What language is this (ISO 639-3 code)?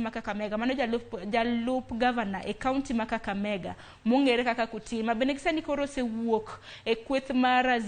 luo